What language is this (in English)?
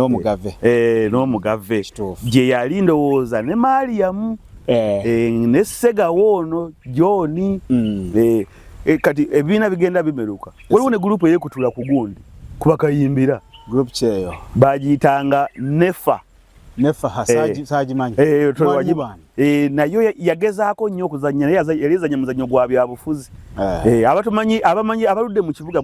Ganda